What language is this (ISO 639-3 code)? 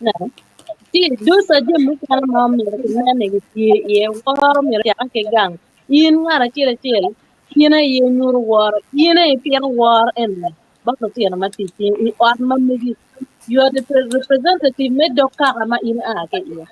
ach